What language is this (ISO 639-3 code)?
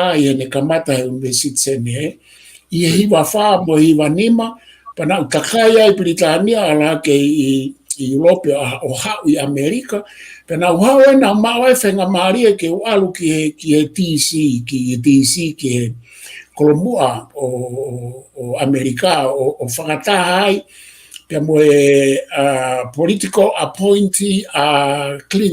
ton